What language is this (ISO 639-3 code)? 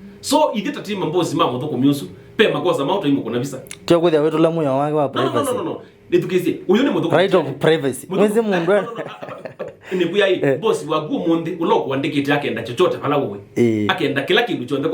kam